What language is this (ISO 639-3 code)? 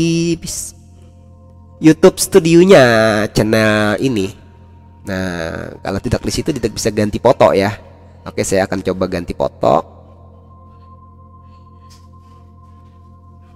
ind